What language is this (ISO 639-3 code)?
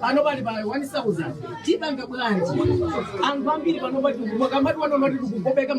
nya